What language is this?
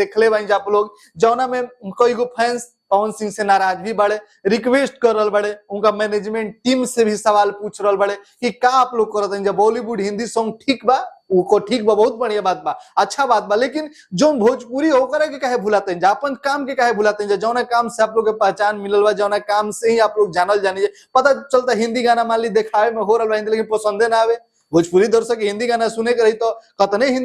Bhojpuri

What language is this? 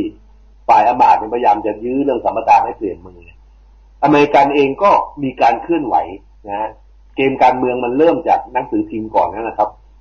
Thai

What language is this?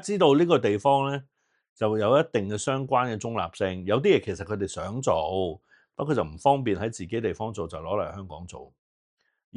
Cantonese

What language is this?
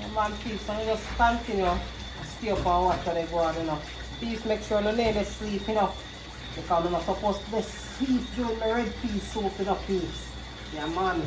Jamaican Creole English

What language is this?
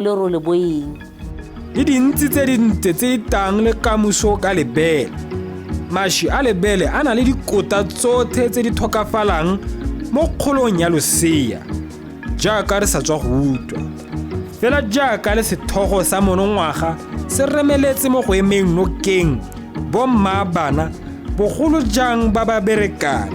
Tswana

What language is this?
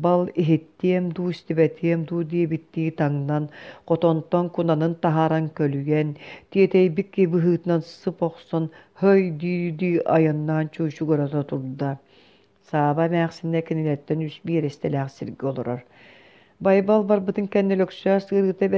Yakut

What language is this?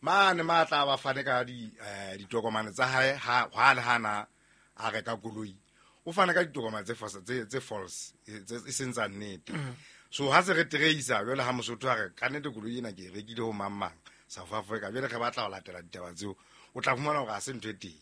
Southern Sotho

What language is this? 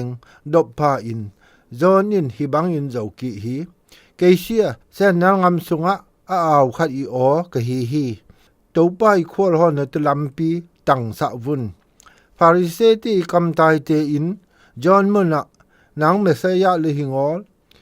Zou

